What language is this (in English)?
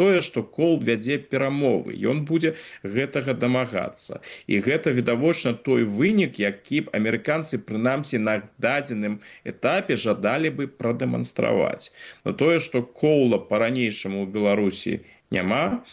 Belarusian